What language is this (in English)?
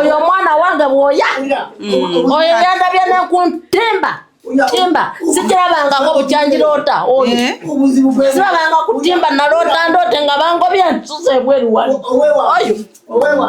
Ganda